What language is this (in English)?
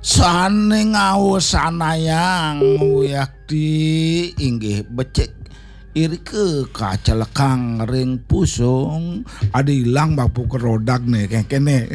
Balinese